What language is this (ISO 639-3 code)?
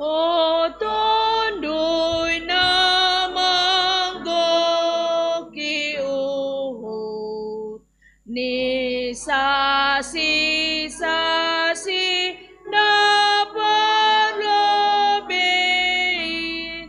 bts